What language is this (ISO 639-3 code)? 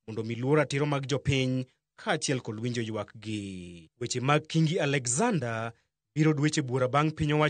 luo